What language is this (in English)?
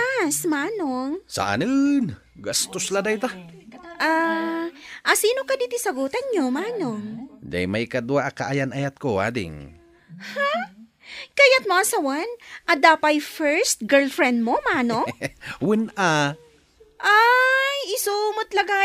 Iloko